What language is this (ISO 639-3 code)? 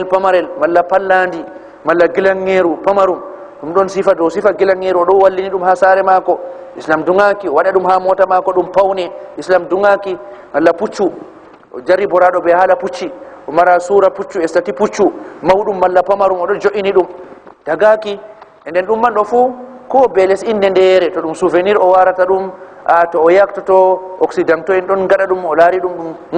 ful